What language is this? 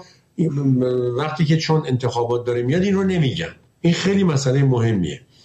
Persian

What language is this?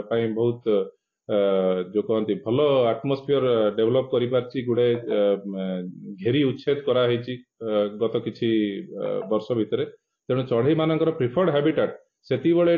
Odia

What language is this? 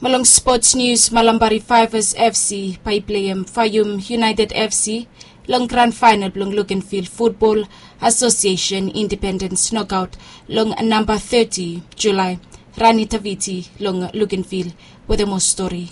Bislama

